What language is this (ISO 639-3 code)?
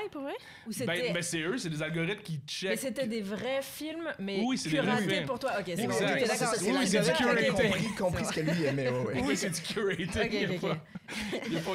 fra